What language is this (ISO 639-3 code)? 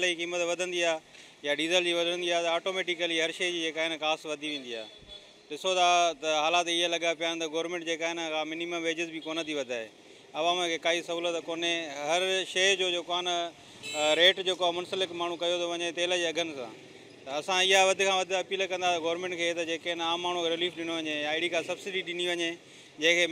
snd